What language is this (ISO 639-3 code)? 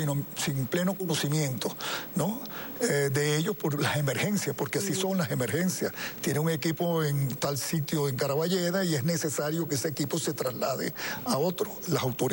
spa